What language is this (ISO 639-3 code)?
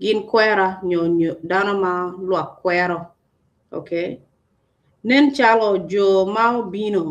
ach